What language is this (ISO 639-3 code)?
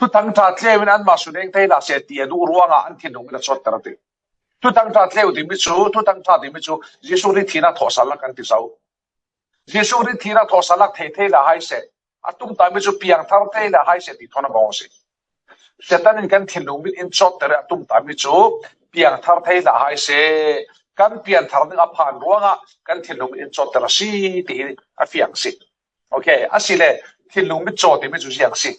cfm